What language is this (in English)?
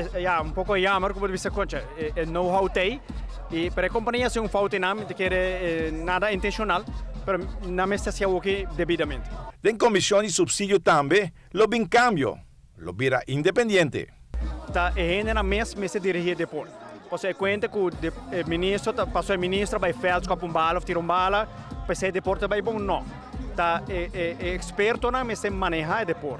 Papiamento